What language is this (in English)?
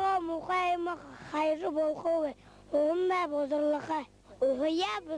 Buriat